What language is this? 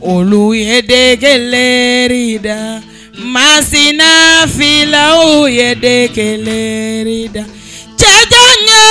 Bambara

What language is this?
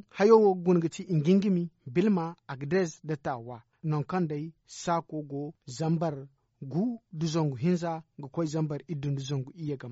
Zarma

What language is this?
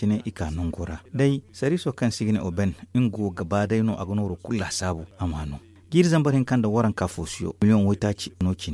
Zarma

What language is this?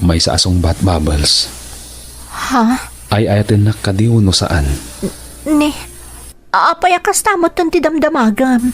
Iloko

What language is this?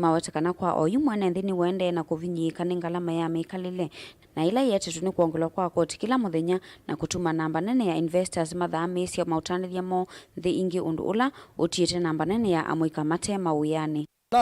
Kamba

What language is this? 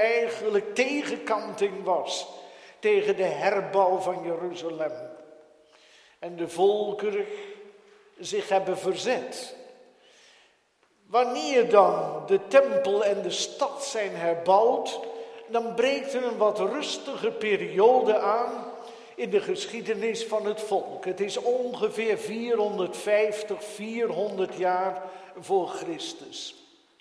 Dutch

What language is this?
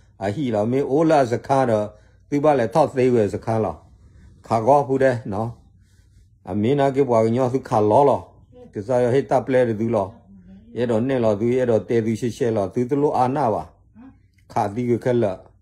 S'gaw Karen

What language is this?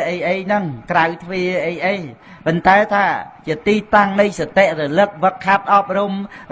Khmer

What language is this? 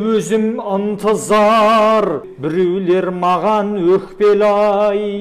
Kazakh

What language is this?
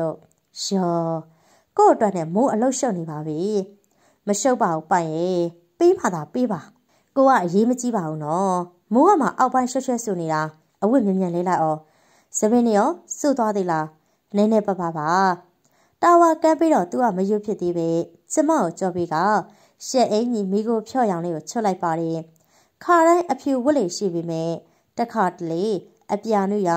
Burmese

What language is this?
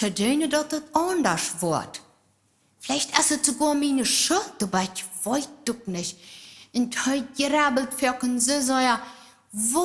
Plautdietsch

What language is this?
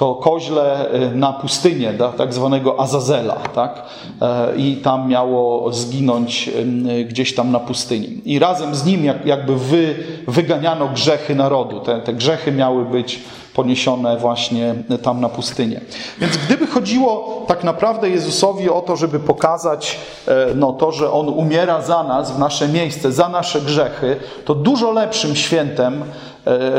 Polish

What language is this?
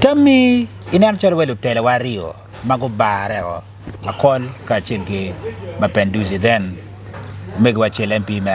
Acoli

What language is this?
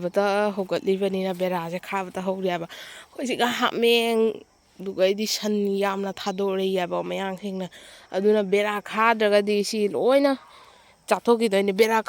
Manipuri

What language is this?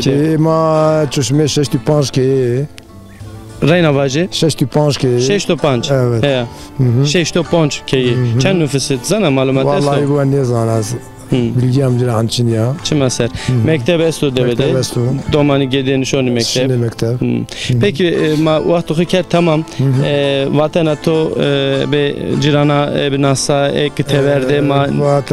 Zaza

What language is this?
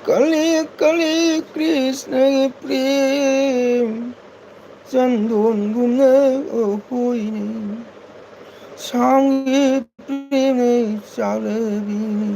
Manipuri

